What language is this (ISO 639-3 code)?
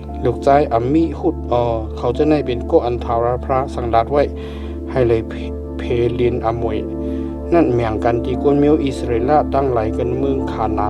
shn